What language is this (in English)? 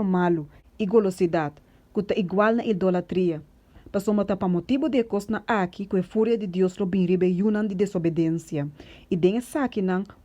Papiamento